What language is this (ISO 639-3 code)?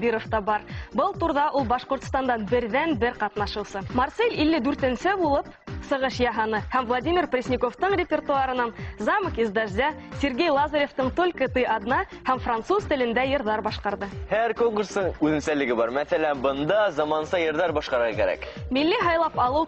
bak